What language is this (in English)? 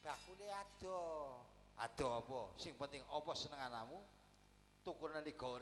Javanese